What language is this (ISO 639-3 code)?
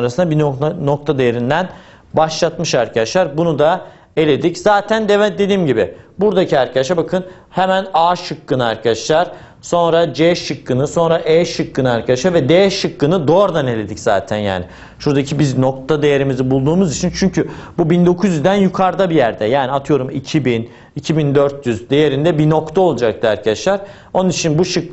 tur